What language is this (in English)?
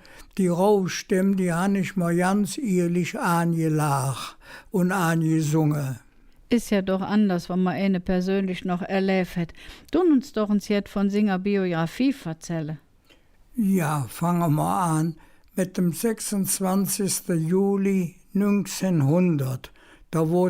Colognian